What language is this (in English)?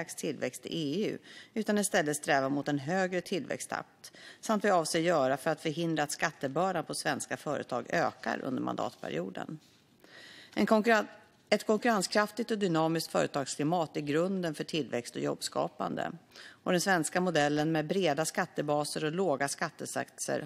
Swedish